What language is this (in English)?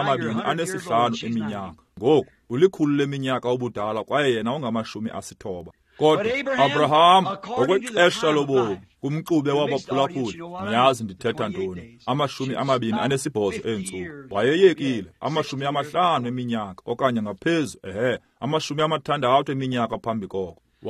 Xhosa